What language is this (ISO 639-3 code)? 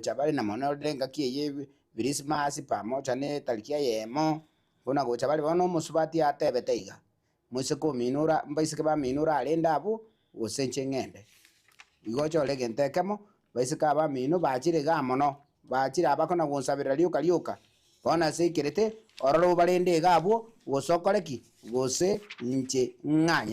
guz